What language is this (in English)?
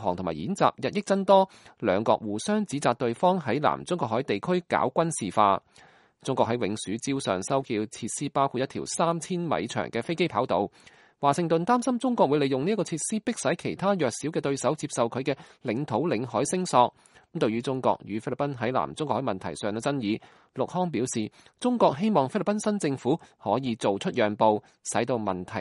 Cantonese